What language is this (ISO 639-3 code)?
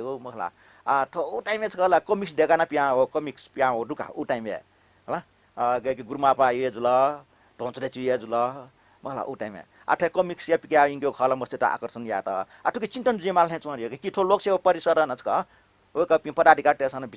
new